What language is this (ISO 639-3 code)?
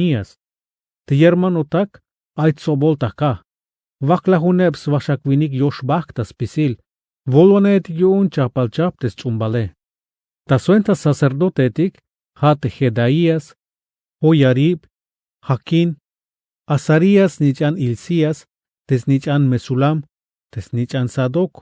tzh